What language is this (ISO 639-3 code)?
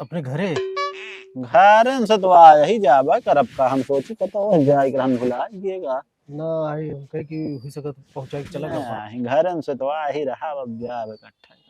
awa